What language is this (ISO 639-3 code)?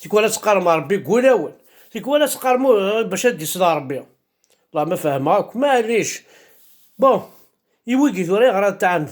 kab